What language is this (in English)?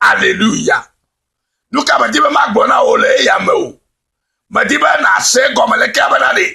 Ewe